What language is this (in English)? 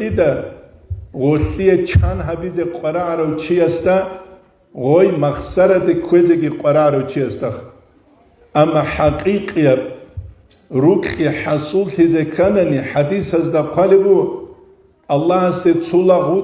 Avaric